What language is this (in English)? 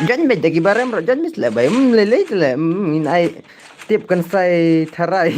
Khasi